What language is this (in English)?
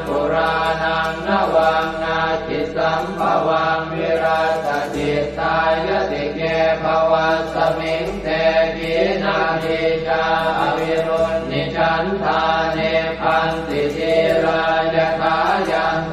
Pali